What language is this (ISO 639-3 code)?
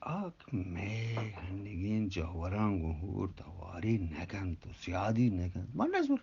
bgp